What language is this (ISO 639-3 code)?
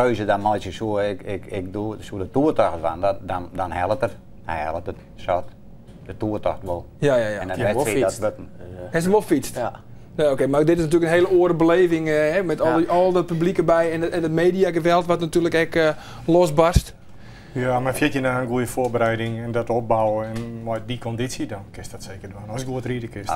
fry